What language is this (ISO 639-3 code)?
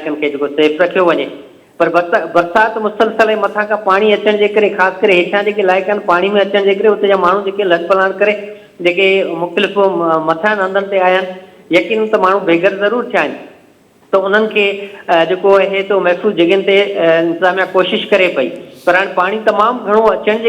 snd